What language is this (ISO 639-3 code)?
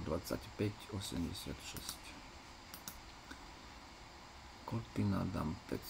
slk